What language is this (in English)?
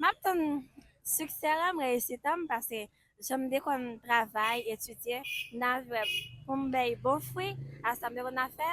Haitian Creole